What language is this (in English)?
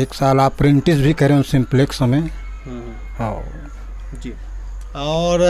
Chhattisgarhi